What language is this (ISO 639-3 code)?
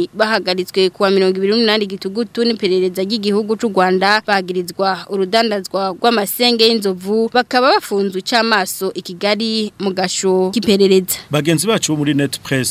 run